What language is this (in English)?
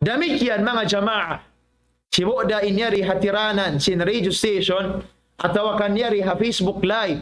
Tausug